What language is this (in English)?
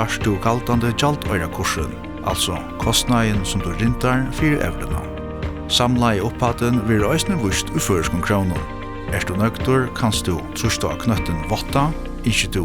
Faroese